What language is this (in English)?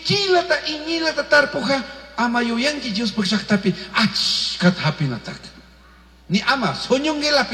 Chimborazo Highland Quichua